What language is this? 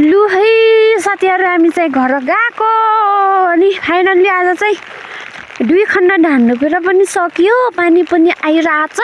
Nepali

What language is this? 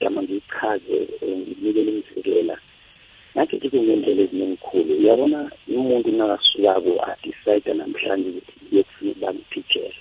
South Ndebele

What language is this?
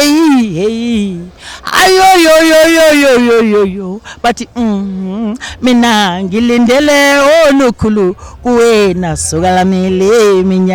Zulu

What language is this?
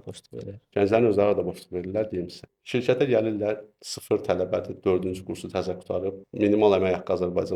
Azerbaijani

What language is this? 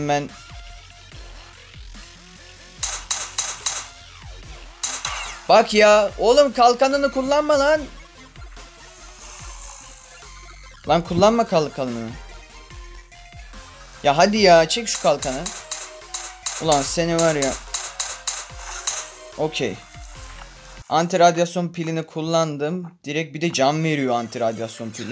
Turkish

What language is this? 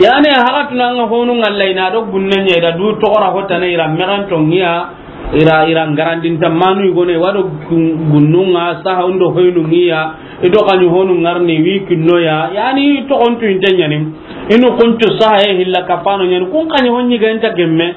Soninke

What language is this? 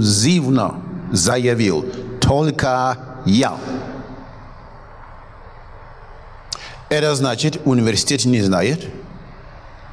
Russian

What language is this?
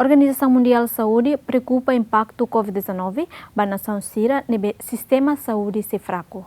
Tetum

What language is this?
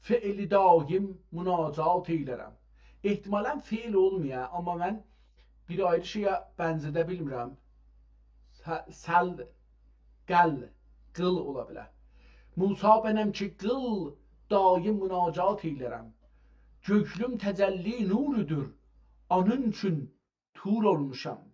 South Azerbaijani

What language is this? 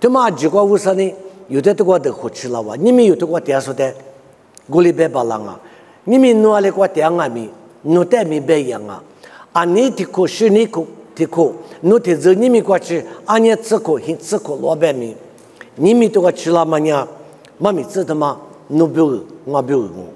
Lisu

